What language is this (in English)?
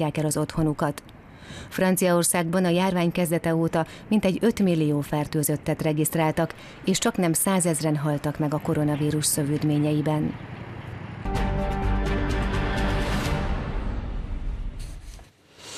Hungarian